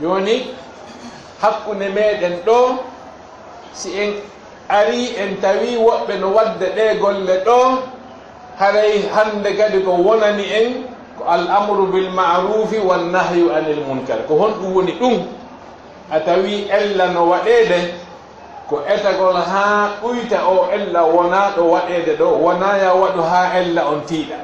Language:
Fula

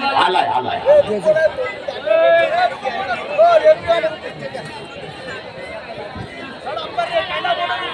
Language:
Marathi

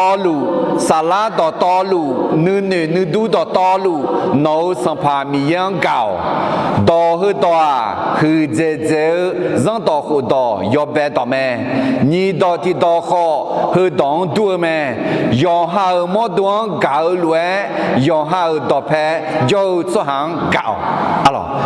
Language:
Akha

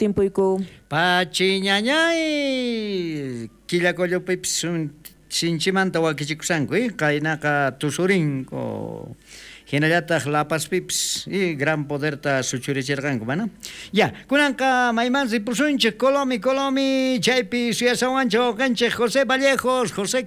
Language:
South Bolivian Quechua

